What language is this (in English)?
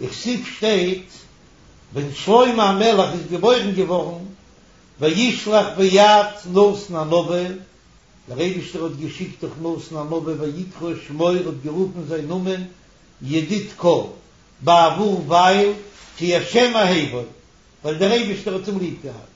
Yiddish